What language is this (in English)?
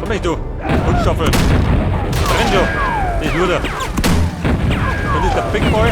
Bavarian